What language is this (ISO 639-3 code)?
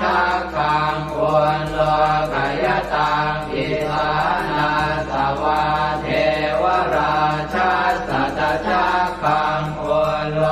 pli